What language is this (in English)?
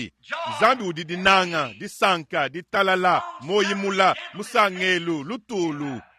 Luba-Lulua